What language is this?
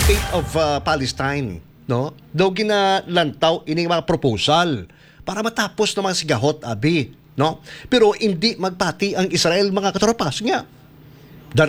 Hiligaynon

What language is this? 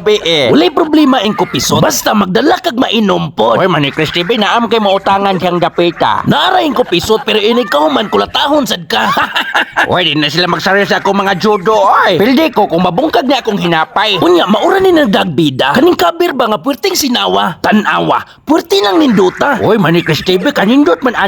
Cebuano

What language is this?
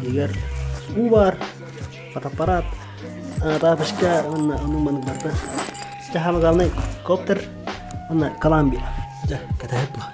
Yakut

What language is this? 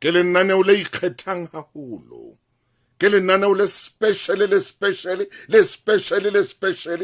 Southern Sotho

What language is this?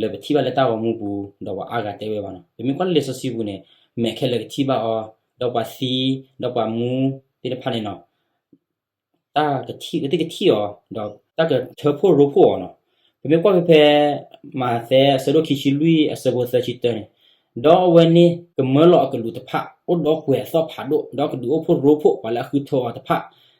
S'gaw Karen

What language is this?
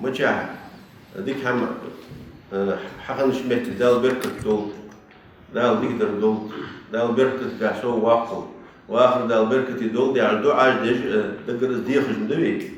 Ingush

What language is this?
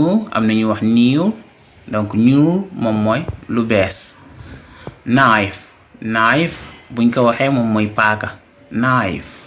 Wolof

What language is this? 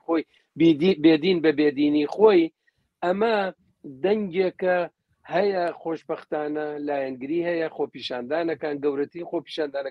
Central Kurdish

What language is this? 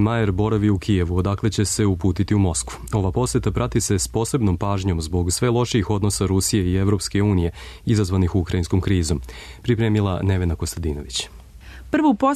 Serbian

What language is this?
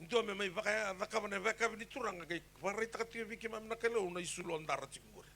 Fijian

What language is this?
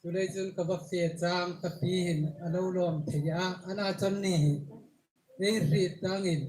Hmar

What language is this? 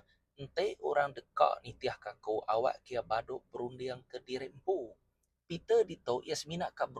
Iban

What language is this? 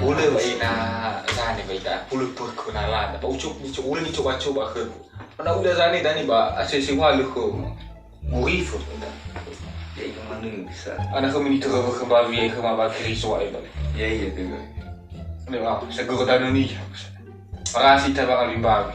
Nias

